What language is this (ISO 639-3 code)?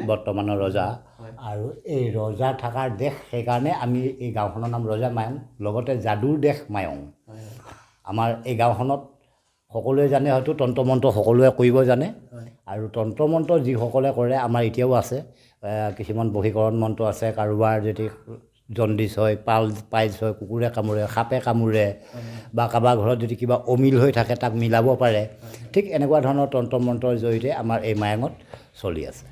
asm